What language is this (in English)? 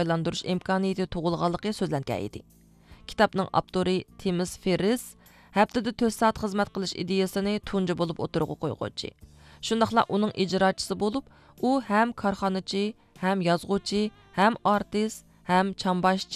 Uyghur